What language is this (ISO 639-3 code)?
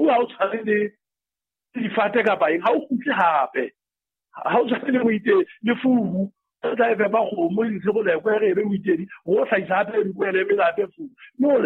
sot